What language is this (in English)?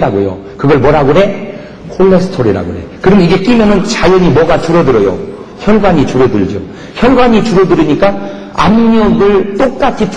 Korean